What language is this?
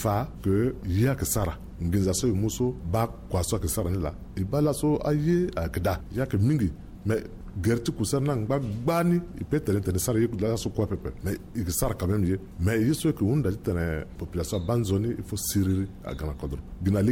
Sango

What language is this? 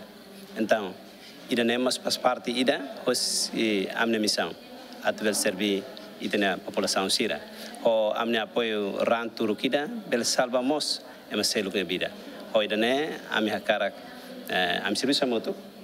Tetum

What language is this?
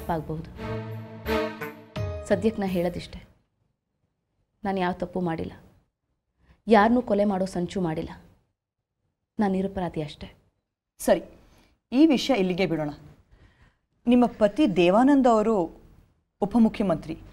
Kannada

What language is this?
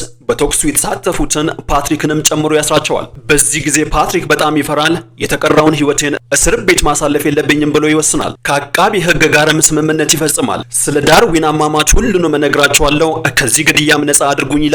Amharic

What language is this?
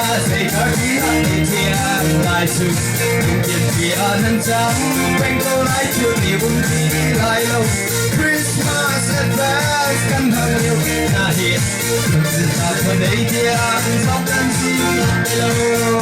Hakha Chin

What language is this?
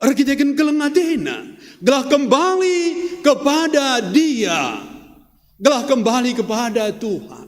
Batak Karo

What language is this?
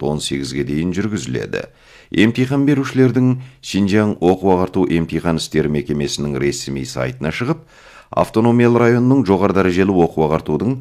Kazakh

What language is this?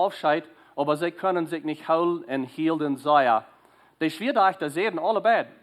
Plautdietsch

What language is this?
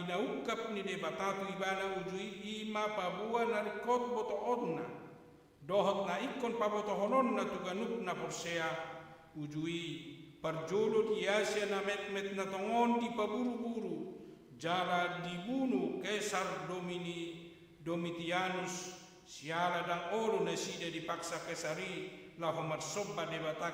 Batak Toba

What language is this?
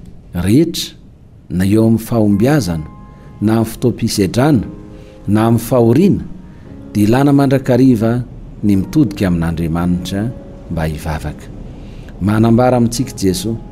Malagasy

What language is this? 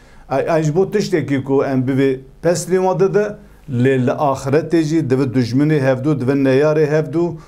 Kurdish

